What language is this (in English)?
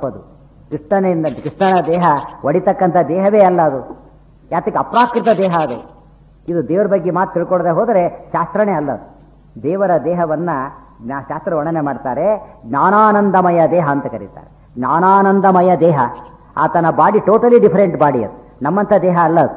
Kannada